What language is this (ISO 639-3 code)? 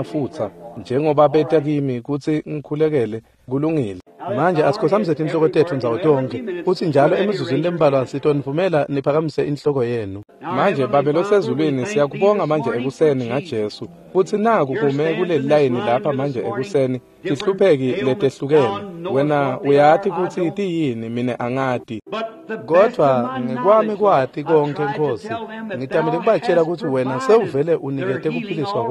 ssw